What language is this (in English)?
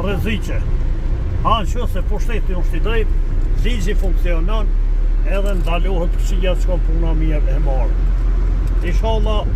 Albanian